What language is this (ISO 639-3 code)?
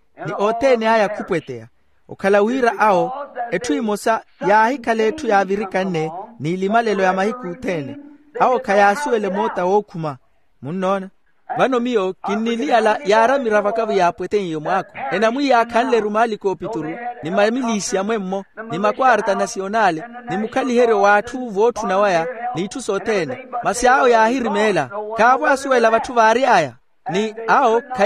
vmw